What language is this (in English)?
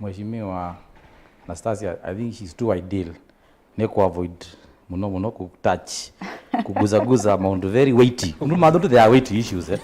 Kamba